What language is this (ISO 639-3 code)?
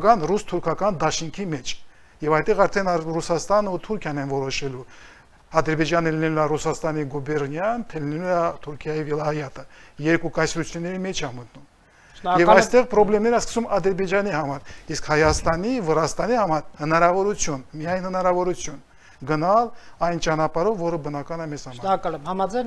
hye